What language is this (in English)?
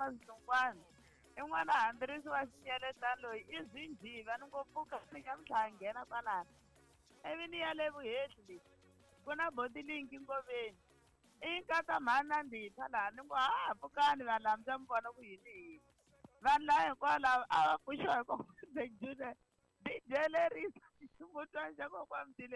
Tsonga